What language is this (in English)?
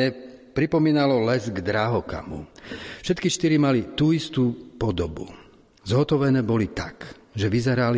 Slovak